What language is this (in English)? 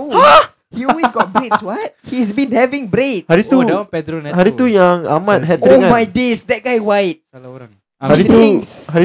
Malay